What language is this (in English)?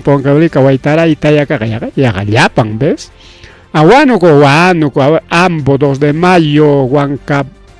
Ayacucho Quechua